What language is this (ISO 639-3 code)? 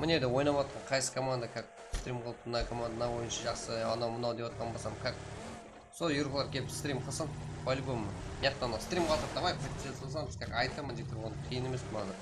kaa